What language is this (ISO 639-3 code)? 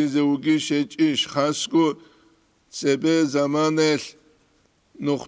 ava